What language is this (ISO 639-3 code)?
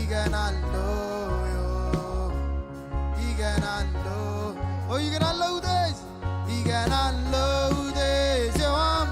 mah